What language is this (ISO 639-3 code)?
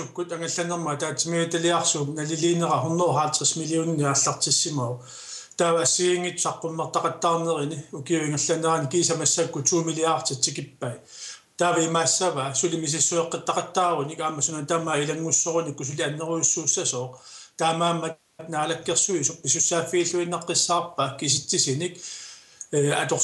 kal